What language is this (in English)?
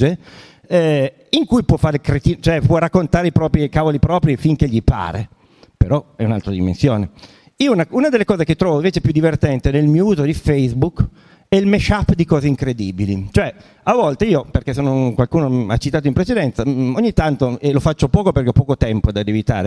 Italian